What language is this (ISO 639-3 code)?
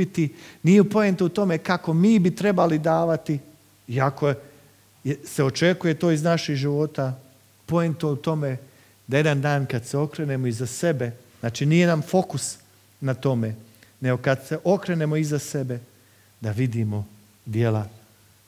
hrv